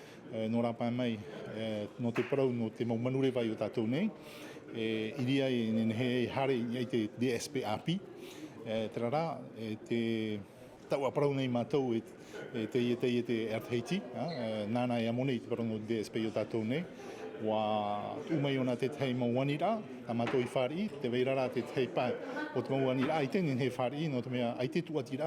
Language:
Tahitian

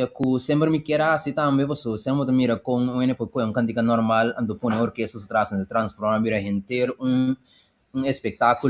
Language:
Papiamento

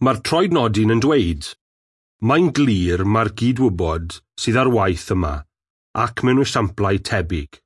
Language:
Welsh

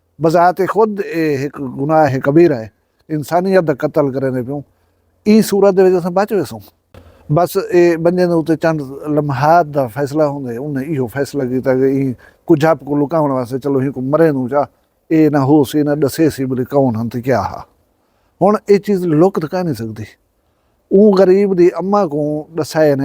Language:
Saraiki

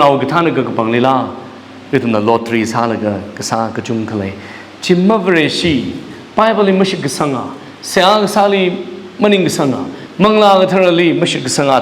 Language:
Tangkhul Naga (India)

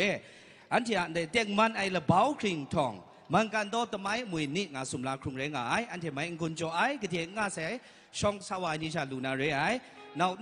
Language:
Kachin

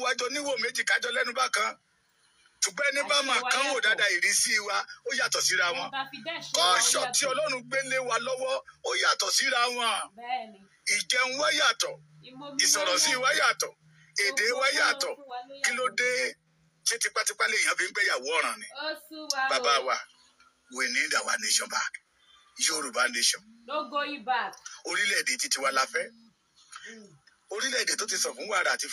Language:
Yoruba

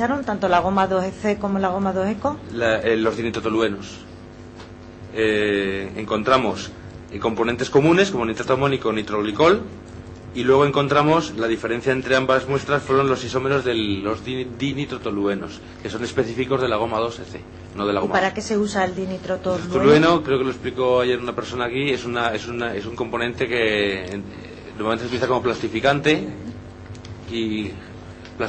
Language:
Spanish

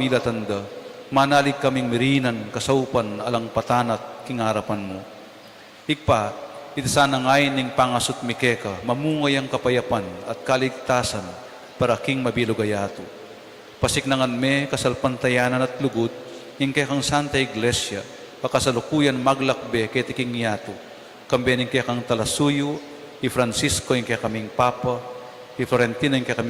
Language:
Pampanga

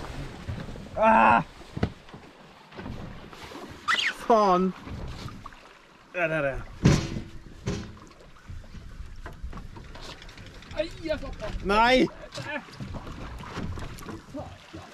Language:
Norwegian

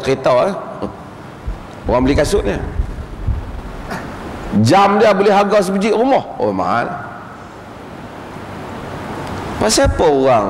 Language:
Malay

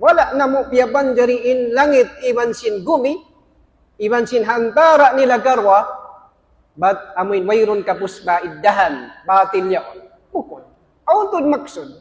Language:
Tausug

